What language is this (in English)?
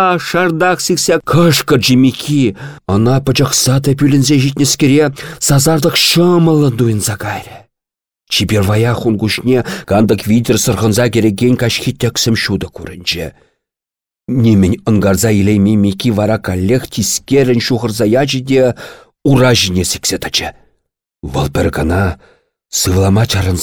Chuvash